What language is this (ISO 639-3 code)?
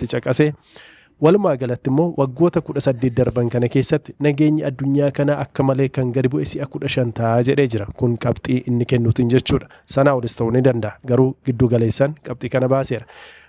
orm